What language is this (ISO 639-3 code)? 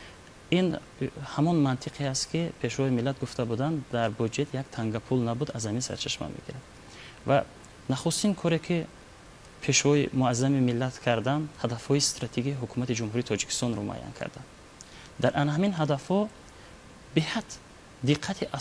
tgk